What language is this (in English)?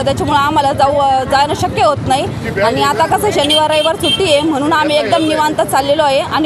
Marathi